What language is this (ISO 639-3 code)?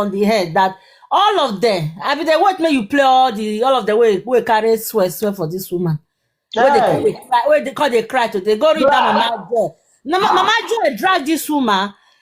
pcm